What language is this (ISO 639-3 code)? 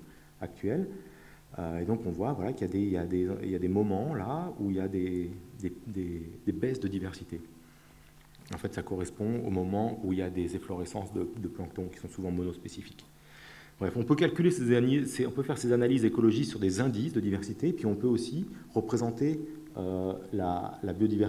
fra